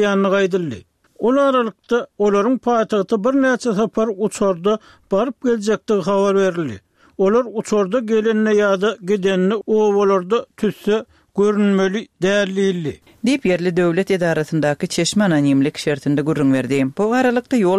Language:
Turkmen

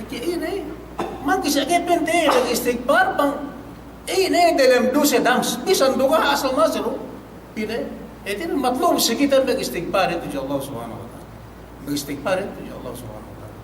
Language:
Yakan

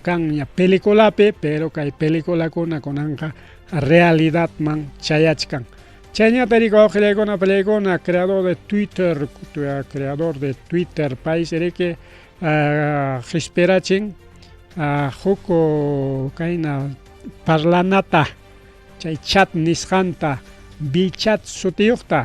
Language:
Ayacucho Quechua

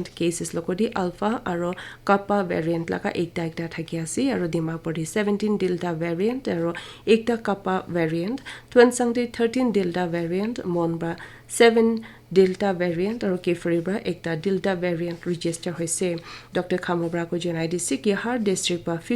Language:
Naga Pidgin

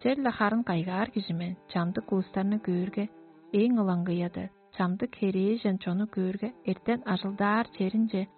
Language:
Tuvinian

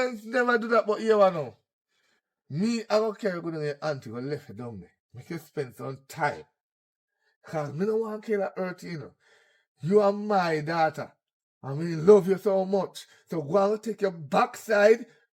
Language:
Jamaican Creole English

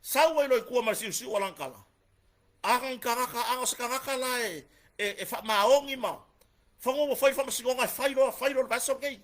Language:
Samoan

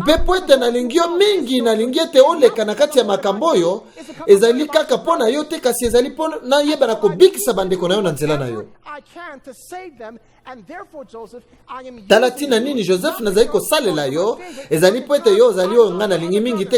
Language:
Lingala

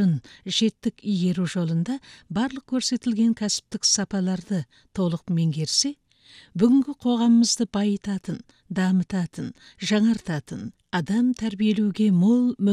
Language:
Kazakh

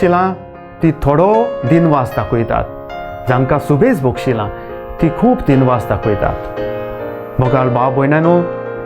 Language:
Konkani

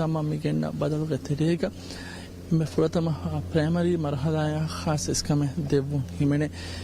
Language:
Divehi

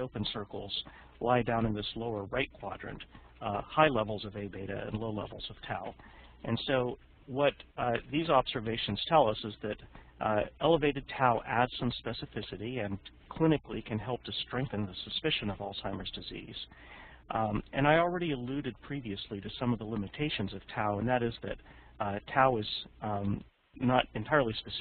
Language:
English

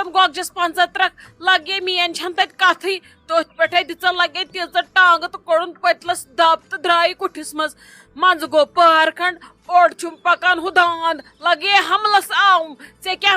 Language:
Kashmiri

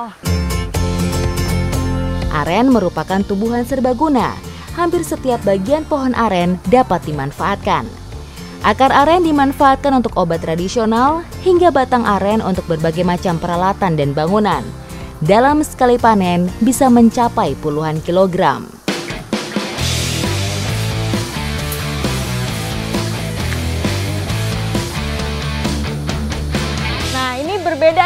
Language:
Indonesian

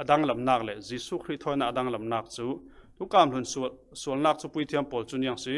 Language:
Falam Chin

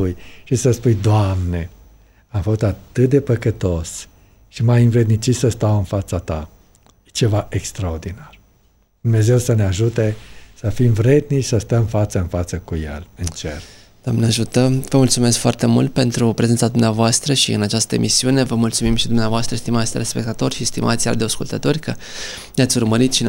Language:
Romanian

